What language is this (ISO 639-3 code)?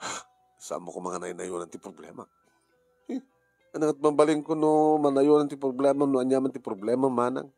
ilo